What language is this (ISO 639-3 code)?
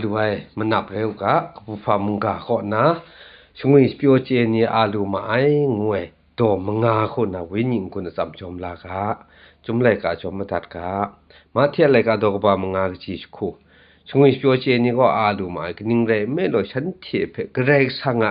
kac